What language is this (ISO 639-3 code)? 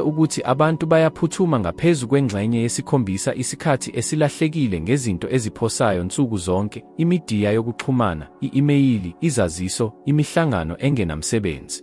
zul